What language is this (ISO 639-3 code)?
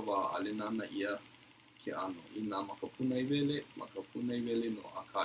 haw